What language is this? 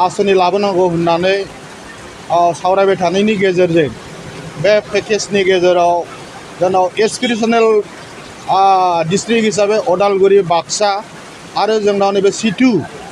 Bodo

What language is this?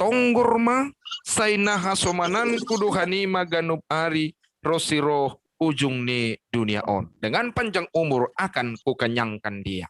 Batak Simalungun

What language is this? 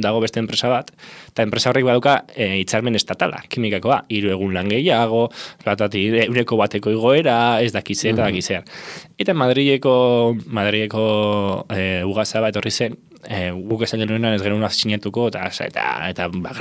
Basque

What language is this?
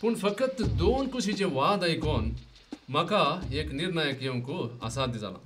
Konkani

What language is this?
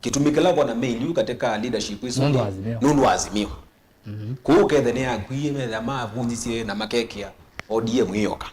Kamba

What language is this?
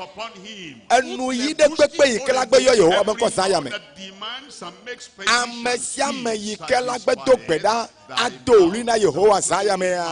Ewe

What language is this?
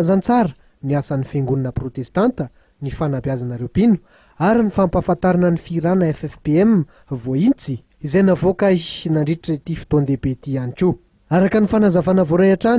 Malagasy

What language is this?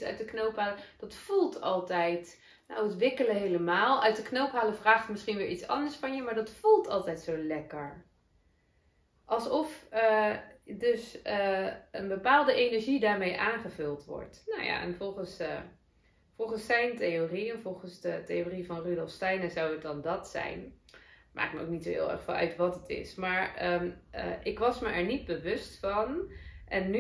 Dutch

